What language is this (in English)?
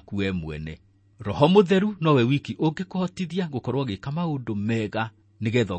Kikuyu